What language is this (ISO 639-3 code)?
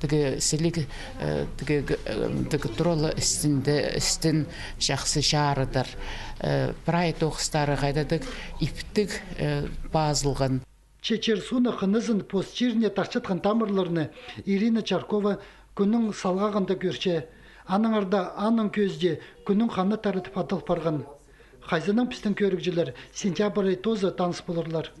kjh